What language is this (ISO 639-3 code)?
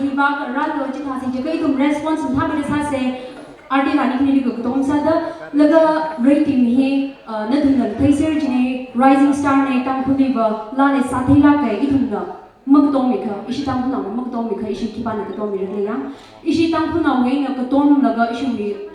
nmf